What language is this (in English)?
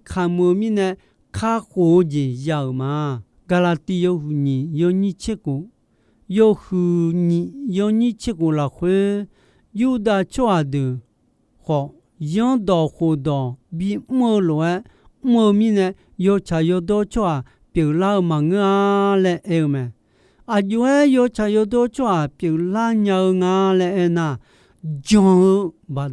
Akha